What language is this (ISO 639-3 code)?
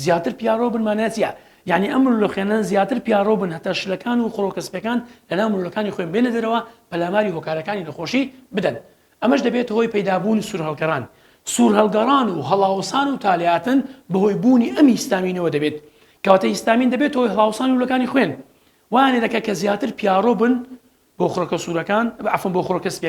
ckb